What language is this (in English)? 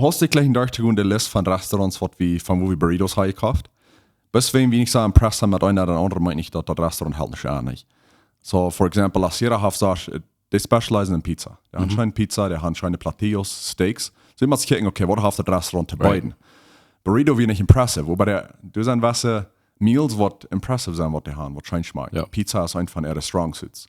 Plautdietsch